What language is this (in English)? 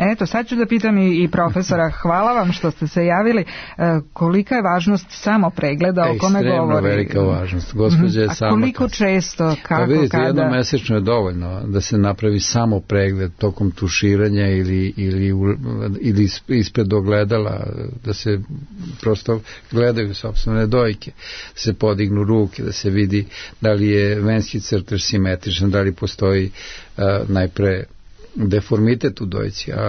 Serbian